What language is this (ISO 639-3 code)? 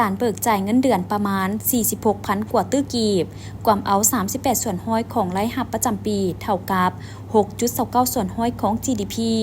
lao